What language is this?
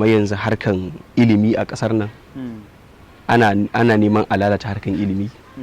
Hausa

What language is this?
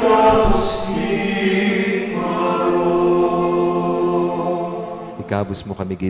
Pampanga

